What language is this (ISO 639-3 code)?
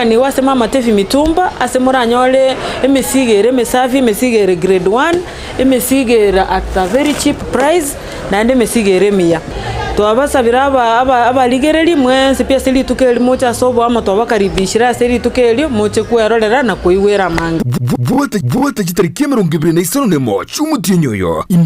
guz